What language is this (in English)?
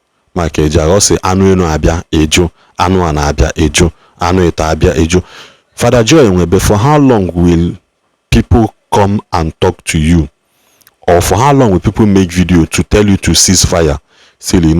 Igbo